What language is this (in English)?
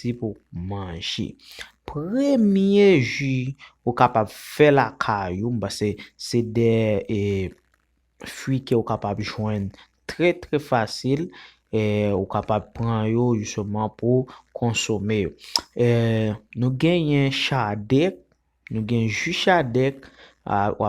Haitian Creole